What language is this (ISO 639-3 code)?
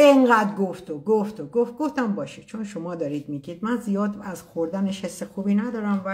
fas